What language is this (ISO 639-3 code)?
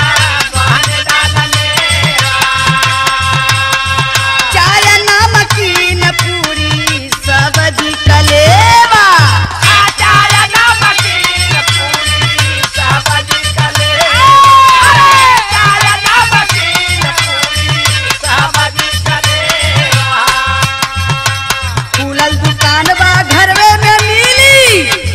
bho